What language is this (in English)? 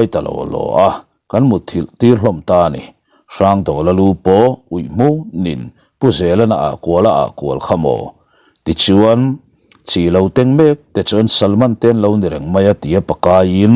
Mizo